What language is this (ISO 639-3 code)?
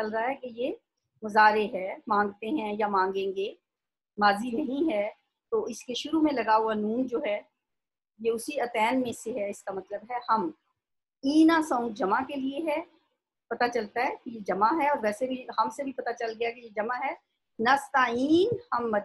urd